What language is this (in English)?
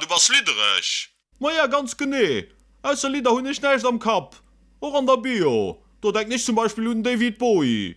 Luxembourgish